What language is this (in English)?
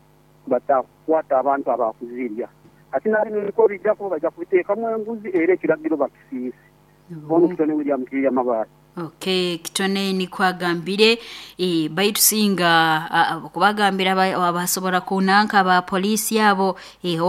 Nyoro